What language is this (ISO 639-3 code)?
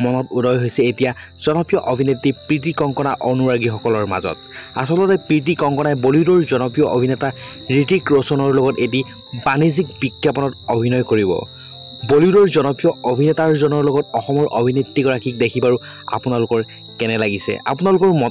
asm